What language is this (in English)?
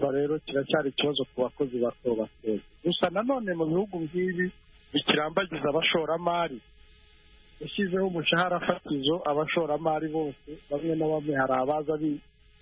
Kinyarwanda